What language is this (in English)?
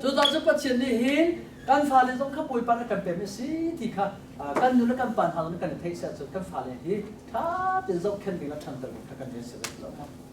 Hakha Chin